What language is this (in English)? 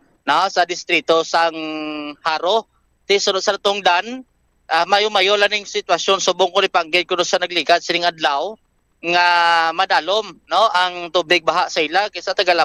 Hiligaynon